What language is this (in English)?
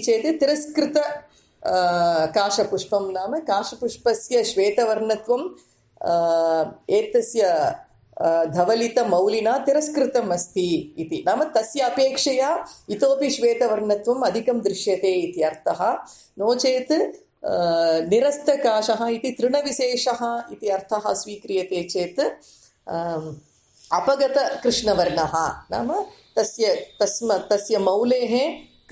Sanskrit